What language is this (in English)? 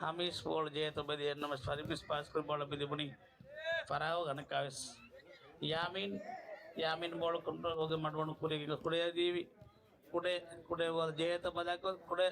Divehi